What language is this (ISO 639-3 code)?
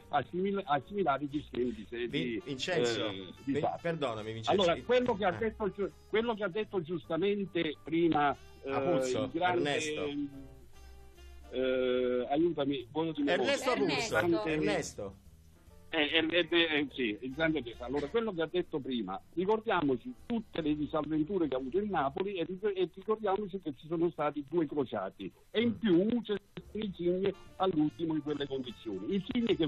ita